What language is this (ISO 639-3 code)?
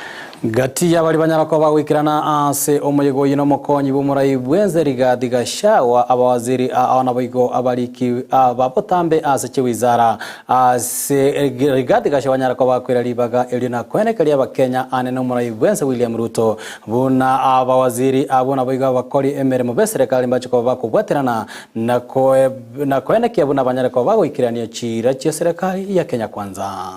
guz